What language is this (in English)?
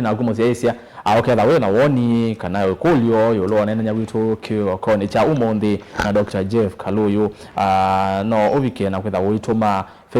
Kamba